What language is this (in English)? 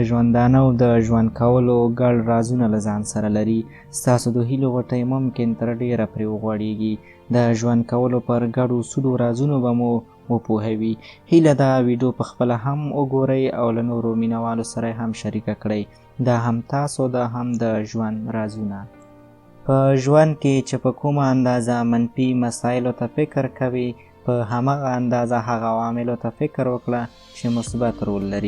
Pashto